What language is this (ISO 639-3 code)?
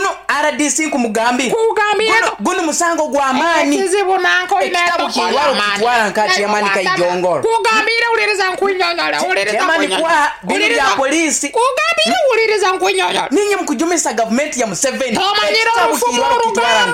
nyo